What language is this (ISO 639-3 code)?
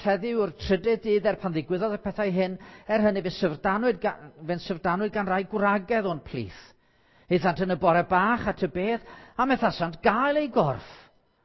cym